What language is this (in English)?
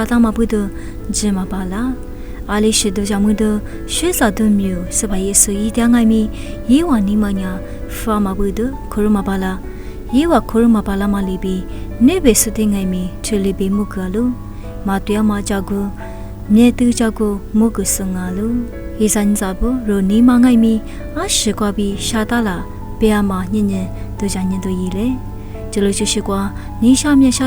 Lisu